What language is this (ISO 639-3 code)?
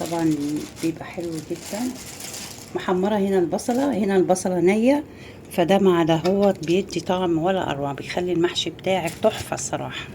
arz